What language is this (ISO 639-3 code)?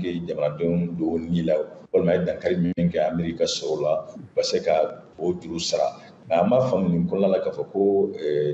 bam